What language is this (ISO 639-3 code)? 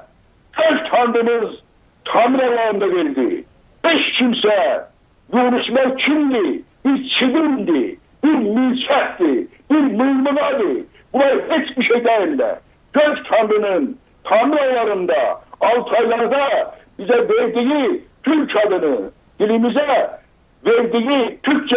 azb